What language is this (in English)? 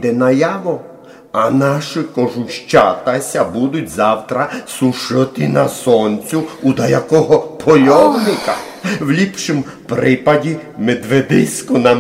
Rusyn